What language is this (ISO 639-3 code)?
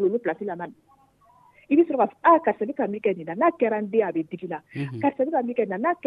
dyu